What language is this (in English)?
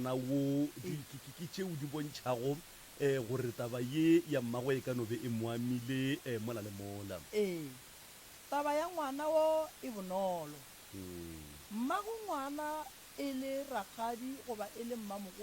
Northern Sotho